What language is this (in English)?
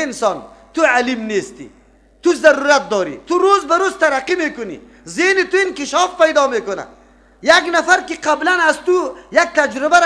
Persian